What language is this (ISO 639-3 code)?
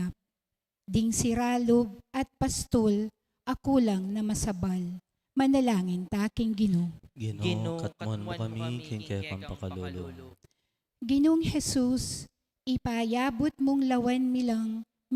pam